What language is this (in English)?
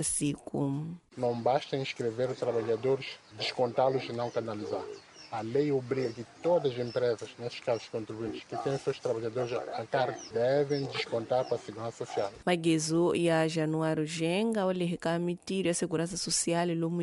Tsonga